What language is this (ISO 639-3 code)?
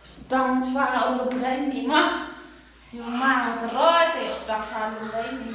kha